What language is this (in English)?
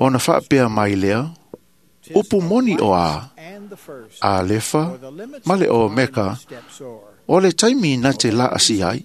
Samoan